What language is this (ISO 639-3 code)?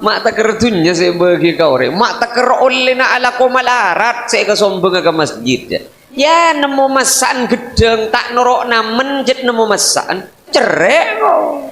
mad